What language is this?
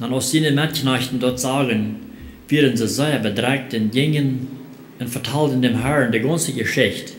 Plautdietsch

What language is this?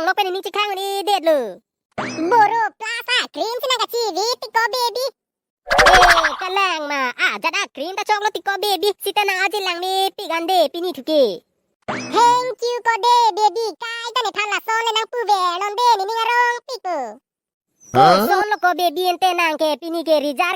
Karbi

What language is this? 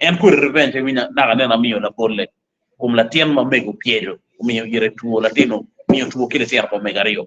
Acoli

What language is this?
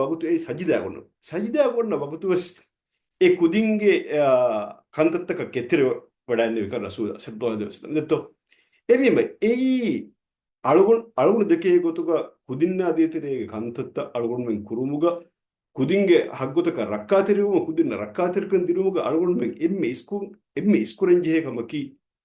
Divehi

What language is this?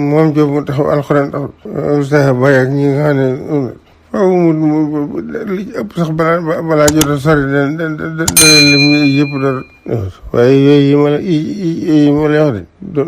Wolof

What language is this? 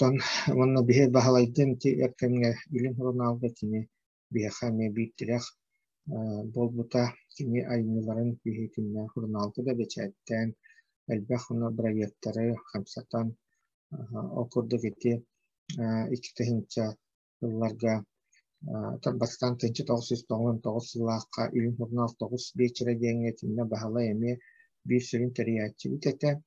Yakut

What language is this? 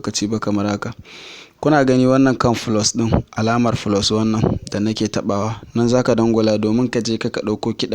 Hausa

